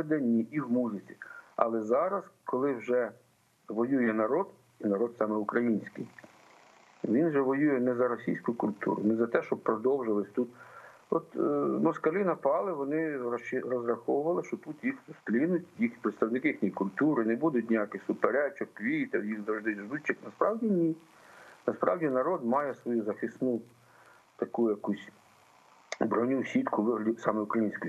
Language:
Ukrainian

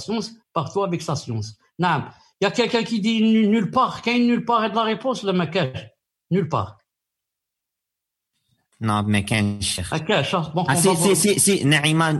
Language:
French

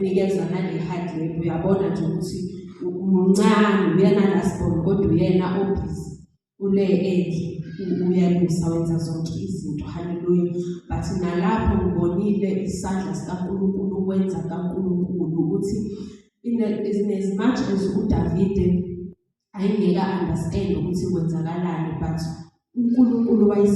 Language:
Zulu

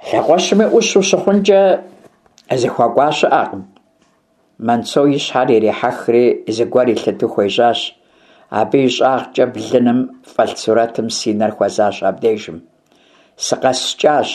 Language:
Kabardian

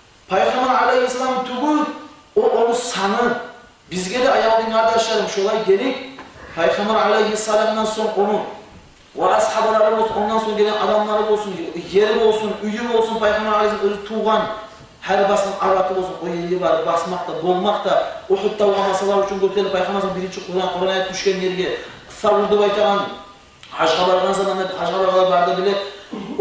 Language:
Kumyk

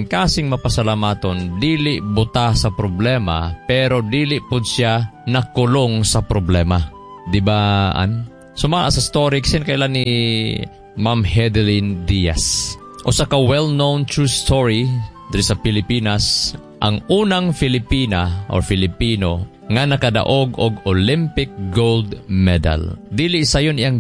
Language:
Cebuano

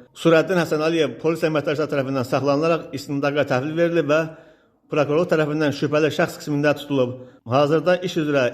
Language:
Azerbaijani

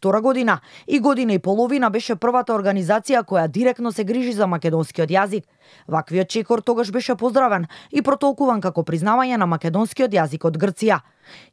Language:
Macedonian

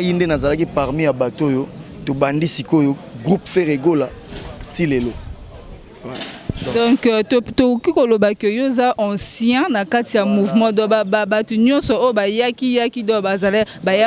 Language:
Lingala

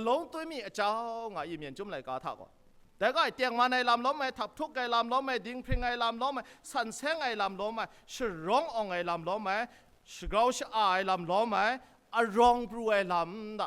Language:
Kachin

